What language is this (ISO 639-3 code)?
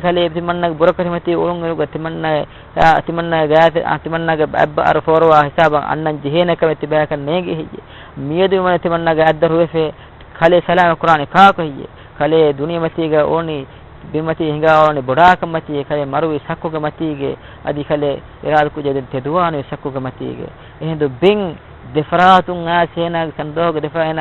div